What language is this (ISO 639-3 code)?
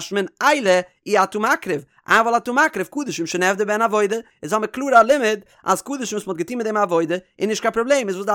yid